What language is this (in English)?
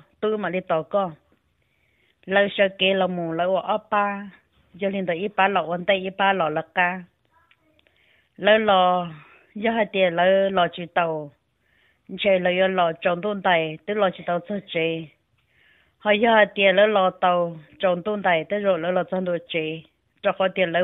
Vietnamese